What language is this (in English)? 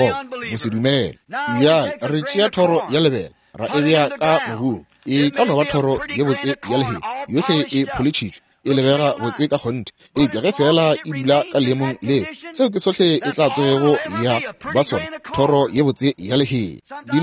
Northern Sotho